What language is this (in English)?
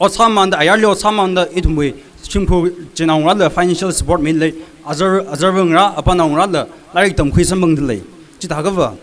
Tangkhul Naga (India)